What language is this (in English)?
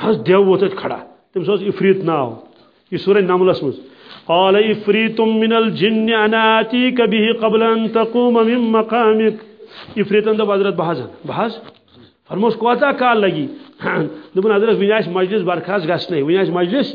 Kashmiri